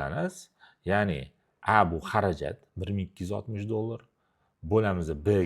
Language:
Uzbek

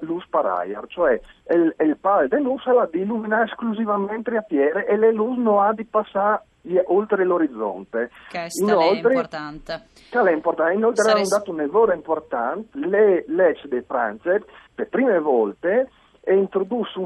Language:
Friulian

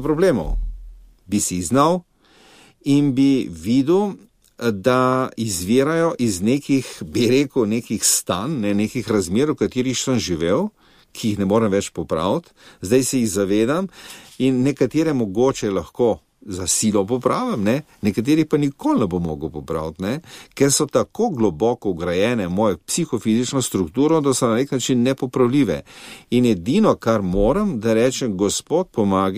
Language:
Slovenian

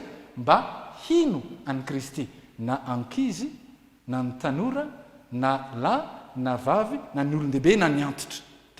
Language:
Malagasy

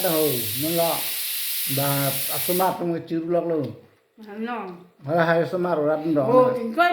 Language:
Karbi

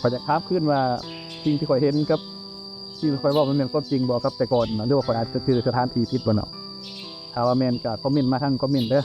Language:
Lao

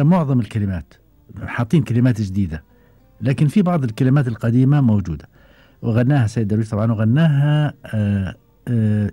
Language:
Gulf Arabic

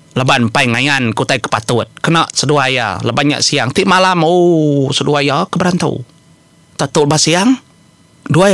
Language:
Iban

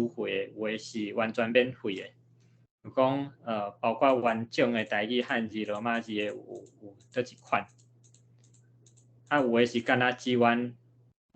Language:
Min Nan Chinese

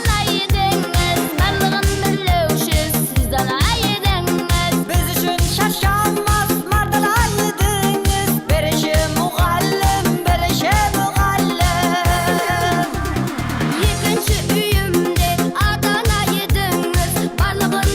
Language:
Kara-Kalpak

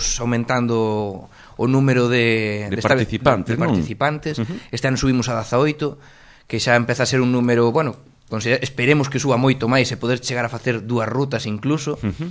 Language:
Galician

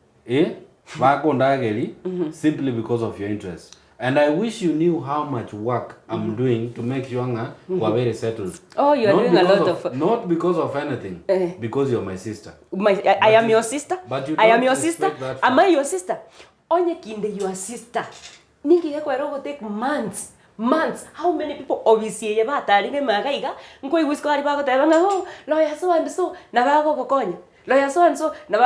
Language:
Gusii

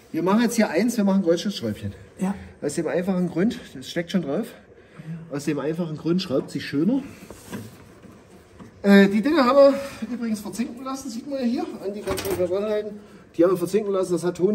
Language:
German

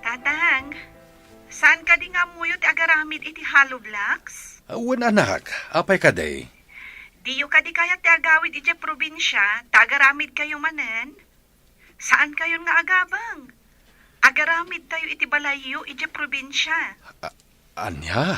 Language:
Iloko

